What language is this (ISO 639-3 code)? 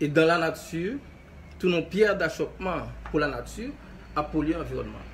hat